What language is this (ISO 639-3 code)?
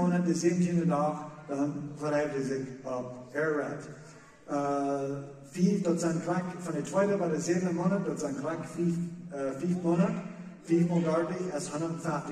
pdt